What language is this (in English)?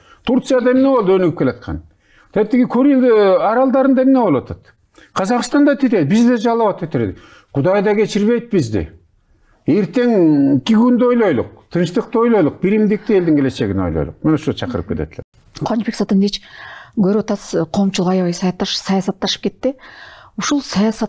Kyrgyz